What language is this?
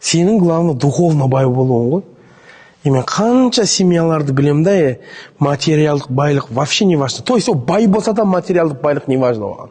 Kazakh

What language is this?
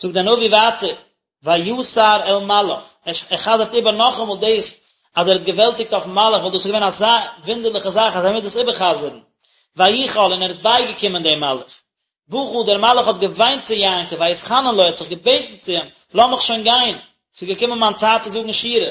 Yiddish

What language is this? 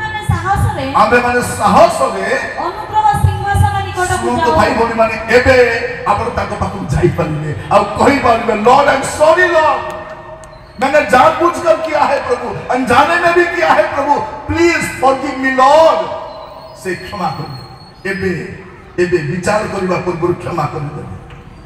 Odia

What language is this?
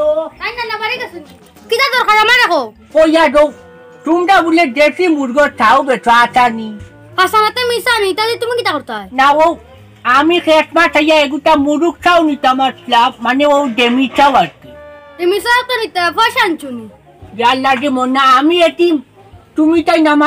Sylheti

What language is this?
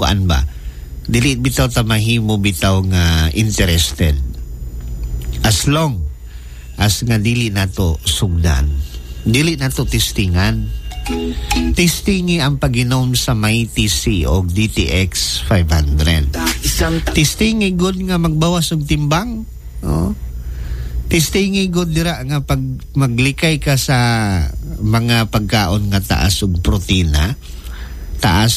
Cebuano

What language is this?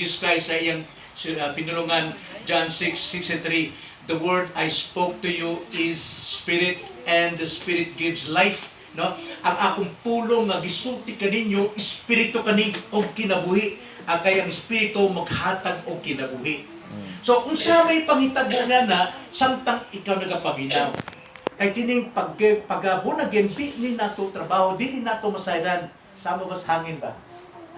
Cebuano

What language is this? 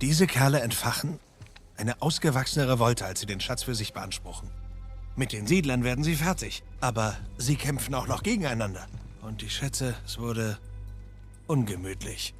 Bavarian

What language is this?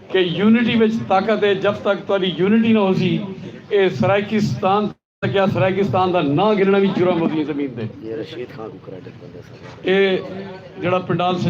Saraiki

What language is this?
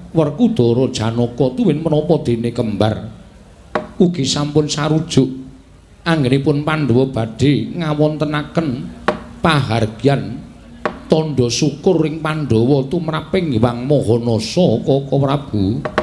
Javanese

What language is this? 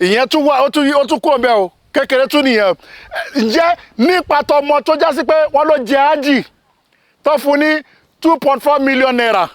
Yoruba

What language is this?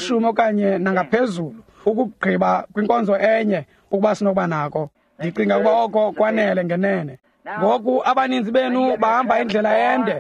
Xhosa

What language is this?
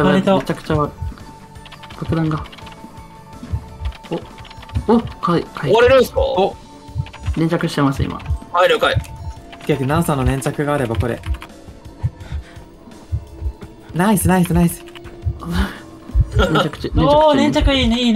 Japanese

